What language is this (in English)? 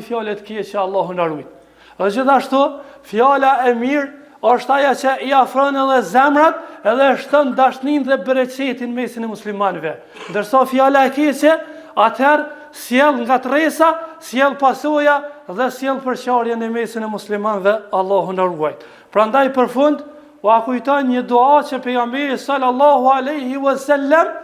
Albanian